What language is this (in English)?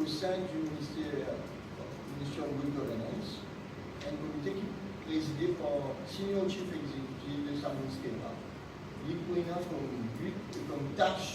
Morisyen